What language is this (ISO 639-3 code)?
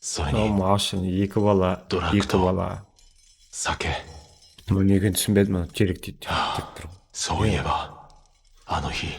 kaa